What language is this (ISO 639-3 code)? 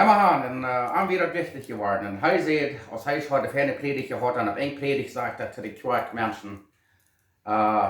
pdt